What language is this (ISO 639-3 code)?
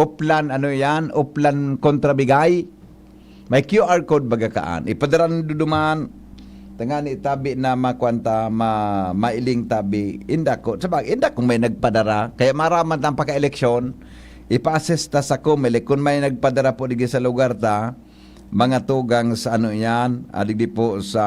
bik